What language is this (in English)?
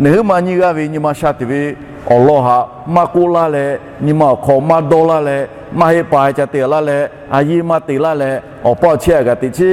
Lahu